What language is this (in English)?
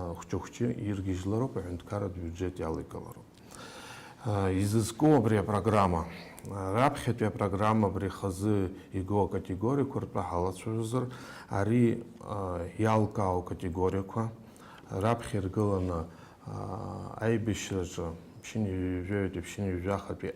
Abkhazian